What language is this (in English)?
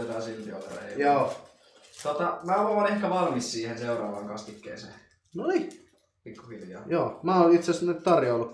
Finnish